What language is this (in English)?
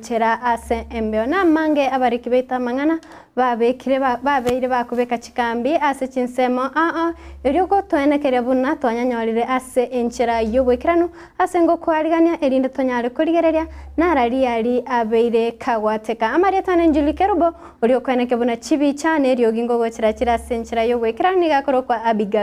Gusii